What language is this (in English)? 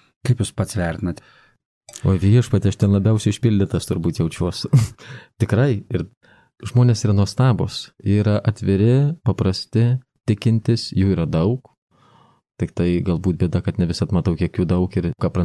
Lithuanian